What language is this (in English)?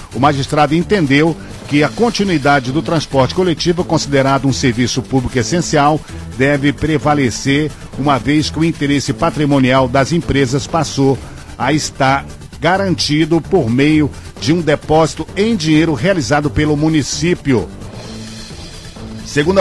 Portuguese